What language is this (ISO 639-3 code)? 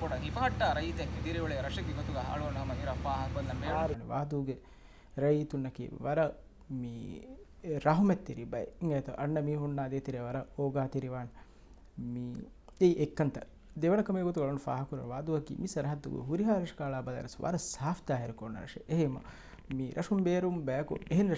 div